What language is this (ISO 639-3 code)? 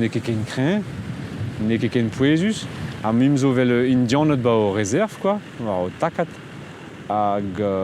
bre